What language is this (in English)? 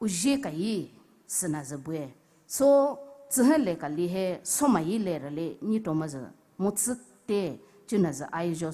Poumei Naga